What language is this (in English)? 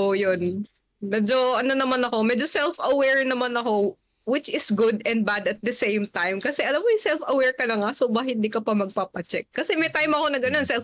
Filipino